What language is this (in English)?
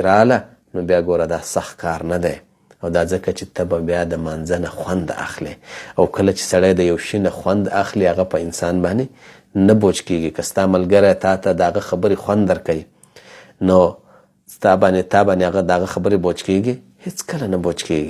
Pashto